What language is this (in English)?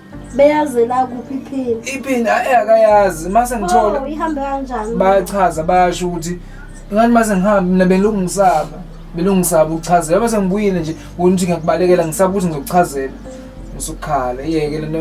Zulu